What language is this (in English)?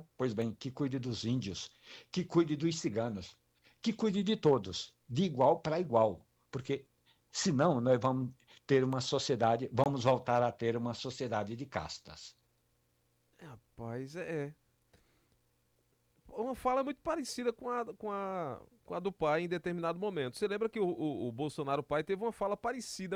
Portuguese